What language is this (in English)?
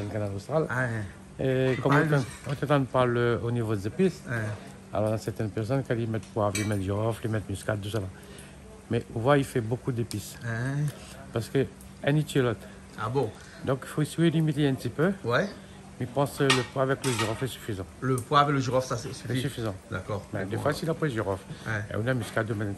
Réunion Creole French